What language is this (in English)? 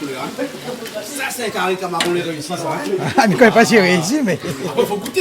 Réunion Creole French